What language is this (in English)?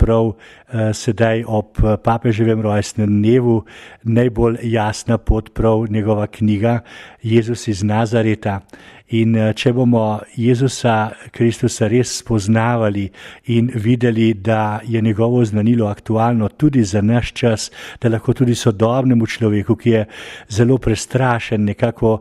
Slovenian